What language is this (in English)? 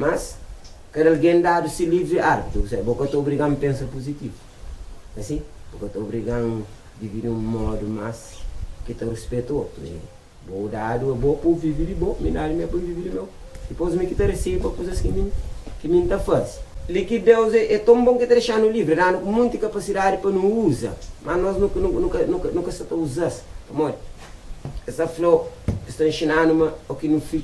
Kabuverdianu